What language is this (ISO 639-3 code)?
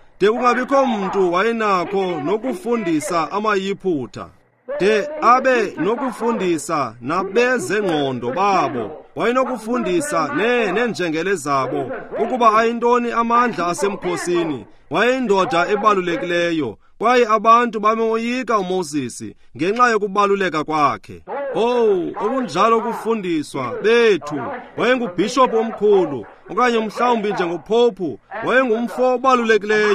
xho